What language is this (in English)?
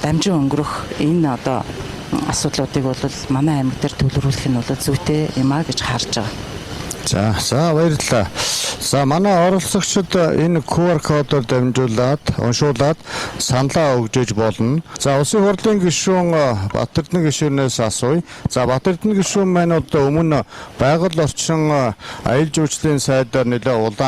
Mongolian